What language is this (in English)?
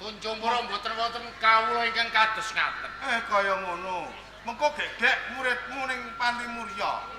Javanese